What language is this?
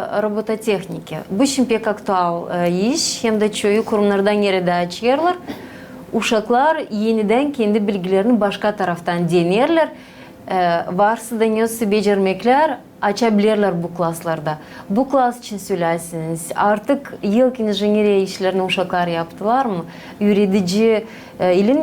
Gagauz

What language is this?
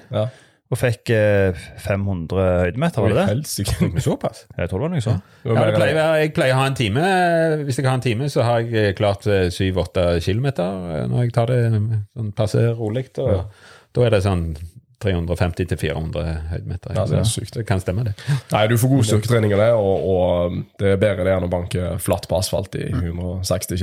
Norwegian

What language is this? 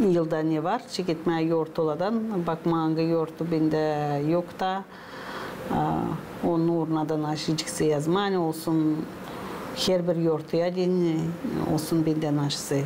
Gagauz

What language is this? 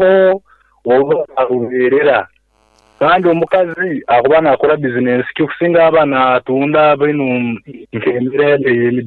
Nyankole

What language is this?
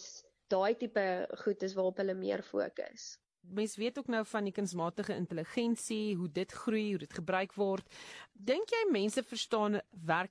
Afrikaans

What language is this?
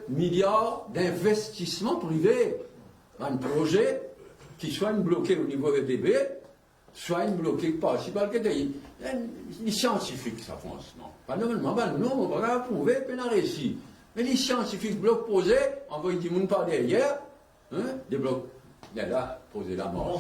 Morisyen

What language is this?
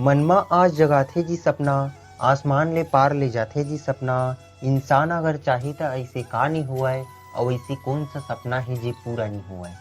Chhattisgarhi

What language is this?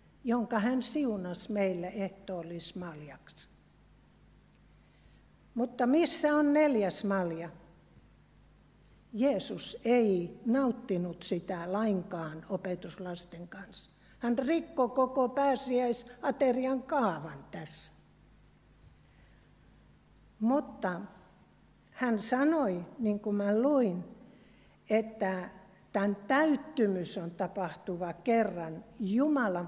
Finnish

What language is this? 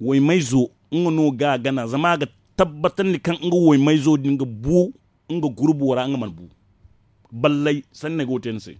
Zarma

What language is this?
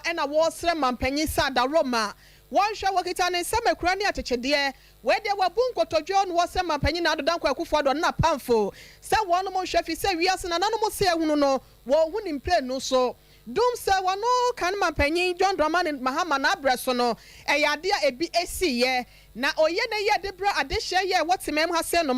Akan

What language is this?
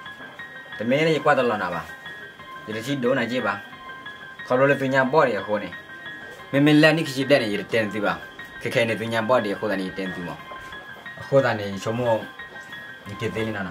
S'gaw Karen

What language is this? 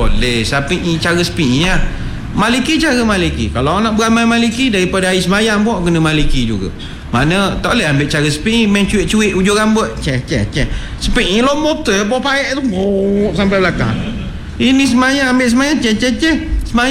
Malay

